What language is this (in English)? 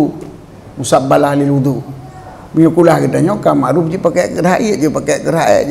Achinese